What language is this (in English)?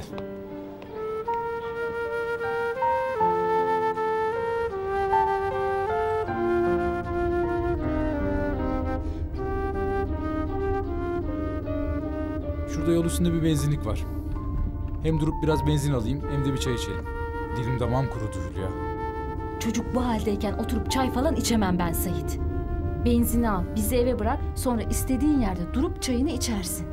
Turkish